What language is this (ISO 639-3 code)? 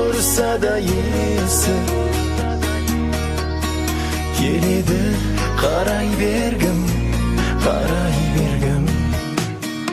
kaz